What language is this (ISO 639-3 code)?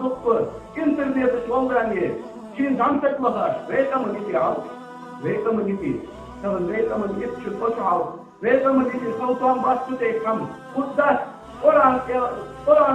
inh